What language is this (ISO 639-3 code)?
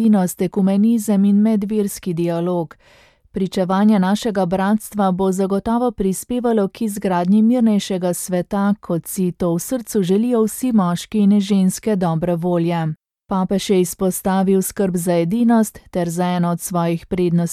slv